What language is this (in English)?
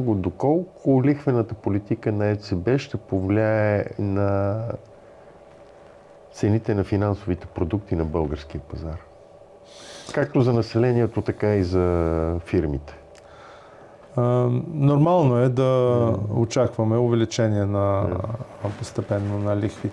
Bulgarian